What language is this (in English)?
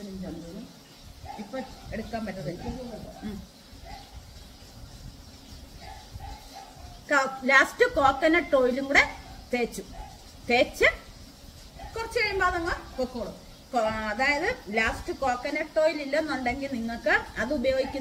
Malayalam